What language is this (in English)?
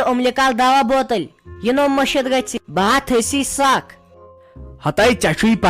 Kashmiri